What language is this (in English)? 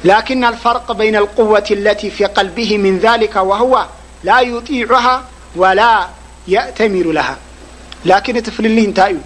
Tigrinya